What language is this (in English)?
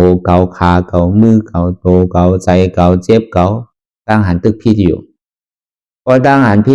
Shan